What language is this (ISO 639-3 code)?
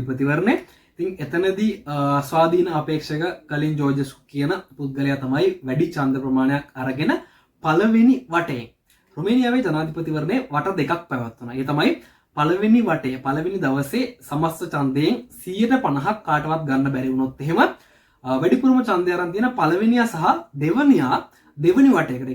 sin